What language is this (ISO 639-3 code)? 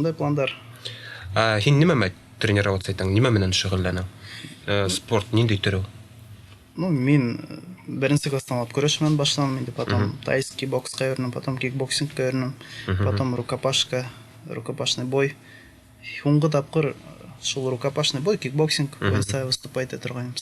bak